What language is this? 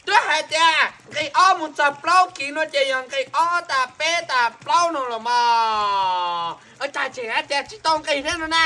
Hmong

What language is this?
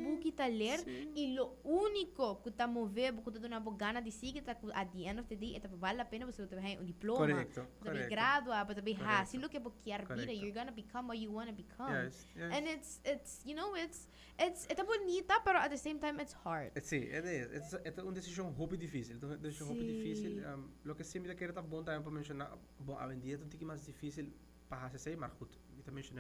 Papiamento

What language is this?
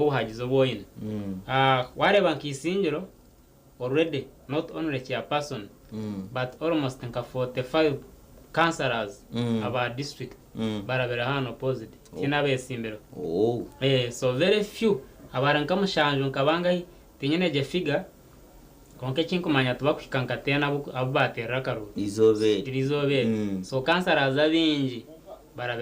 Nyankole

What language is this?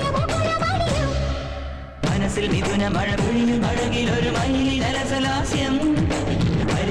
Malayalam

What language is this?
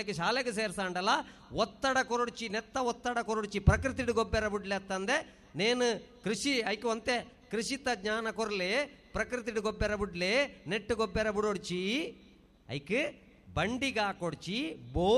Tulu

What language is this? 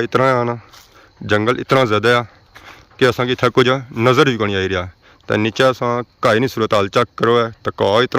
Pahari-Potwari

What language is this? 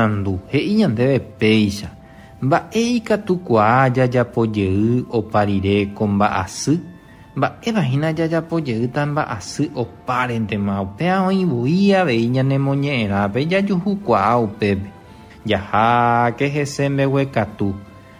Guarani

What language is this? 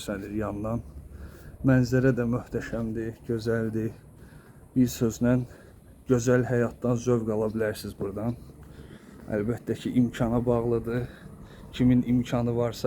Azerbaijani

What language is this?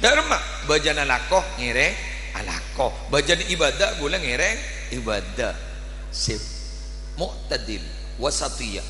Madurese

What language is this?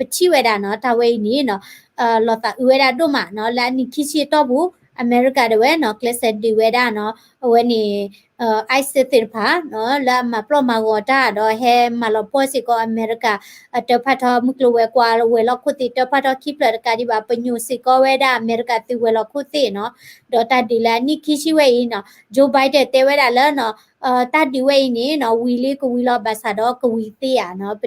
S'gaw Karen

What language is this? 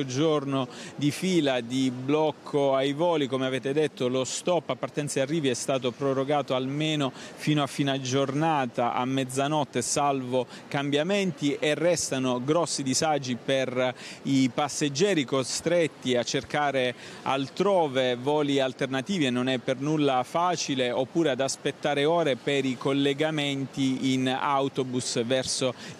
Italian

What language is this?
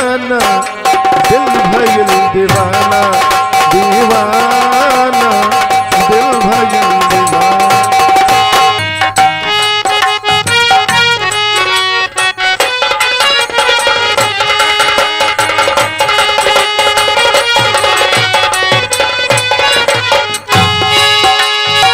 Bhojpuri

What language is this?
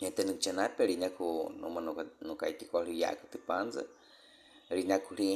Baniwa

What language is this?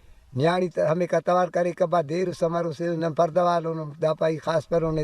Brahui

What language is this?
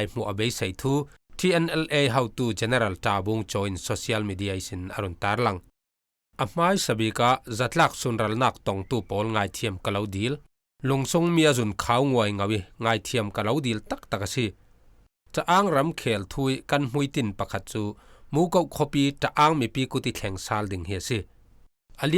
Falam Chin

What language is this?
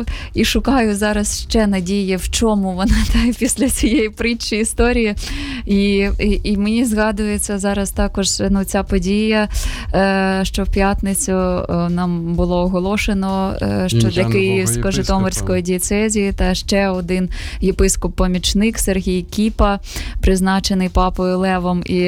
Ukrainian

